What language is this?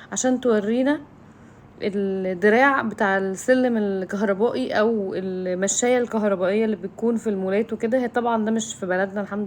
Egyptian Arabic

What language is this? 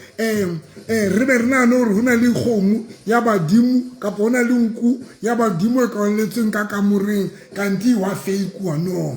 Southern Sotho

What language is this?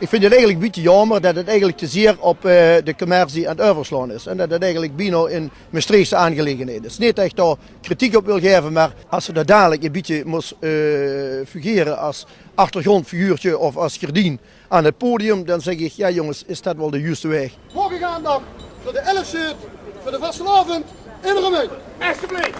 Limburgish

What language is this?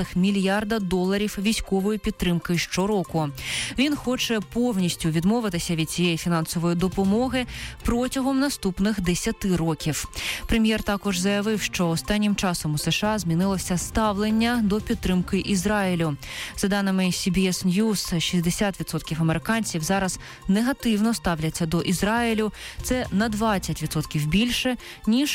Ukrainian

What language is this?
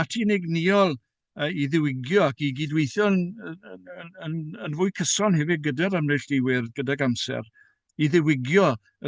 Welsh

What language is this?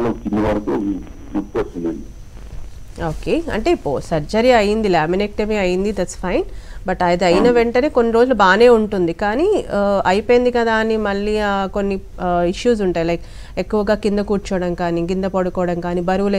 Telugu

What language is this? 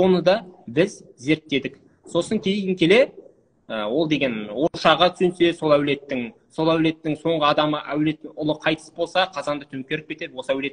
Kazakh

